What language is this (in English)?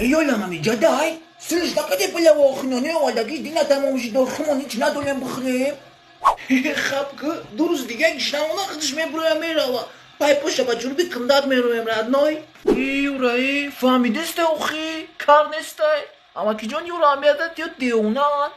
Tajik